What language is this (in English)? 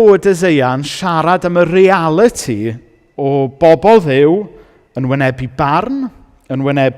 Welsh